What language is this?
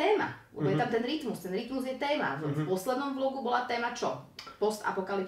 Slovak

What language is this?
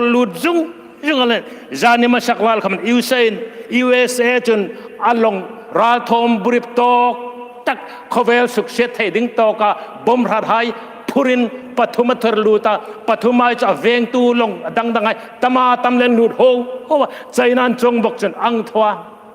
Hmar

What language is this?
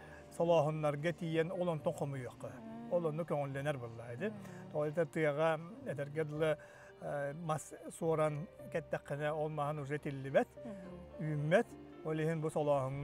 Yakut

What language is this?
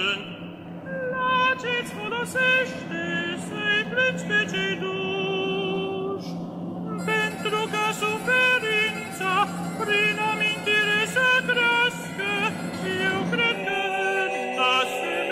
Romanian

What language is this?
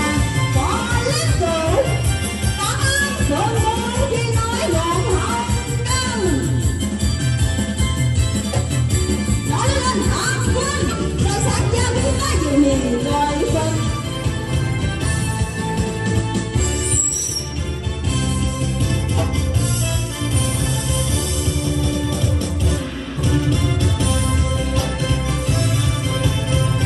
Vietnamese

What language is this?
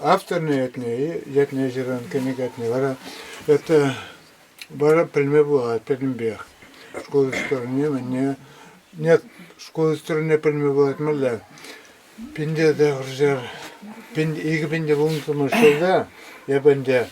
Chuvash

